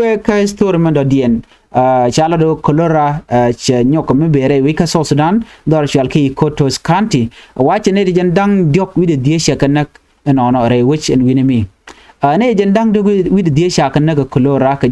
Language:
Nuer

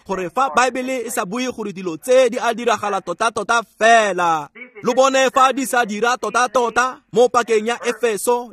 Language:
Tswana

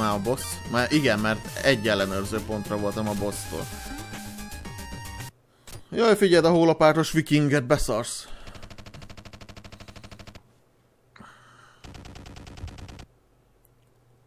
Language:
Hungarian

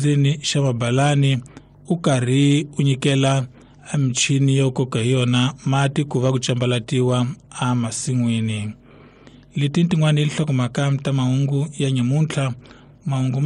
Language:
Tsonga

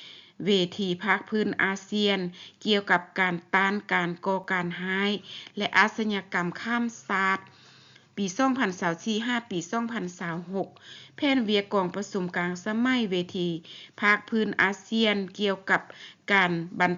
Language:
Lao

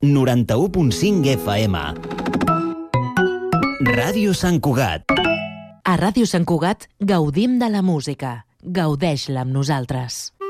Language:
Catalan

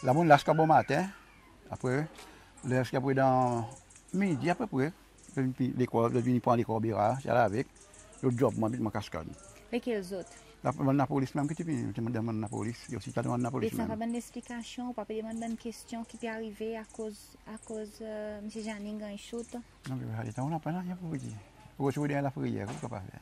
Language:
Seselwa Creole French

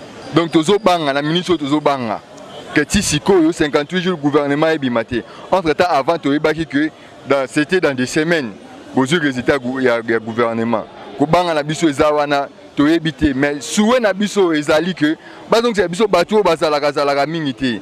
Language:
Lingala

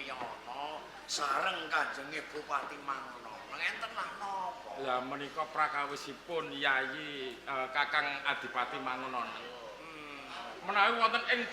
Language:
Javanese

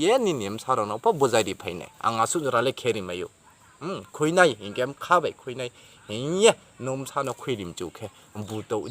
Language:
Riang (India)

